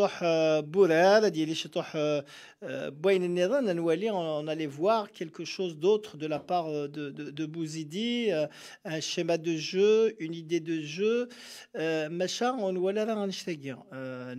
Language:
Kabyle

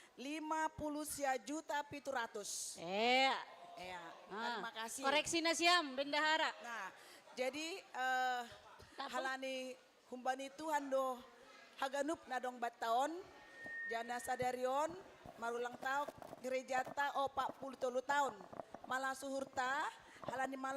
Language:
Batak Simalungun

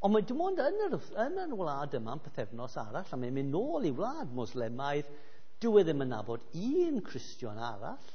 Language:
Welsh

